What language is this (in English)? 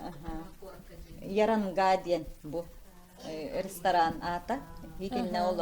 Yakut